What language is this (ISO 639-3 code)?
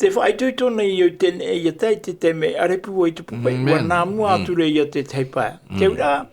tah